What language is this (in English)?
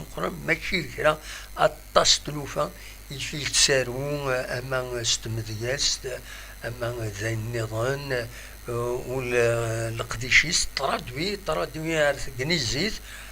Kabyle